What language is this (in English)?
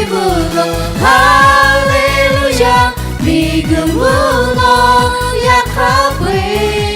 Lahu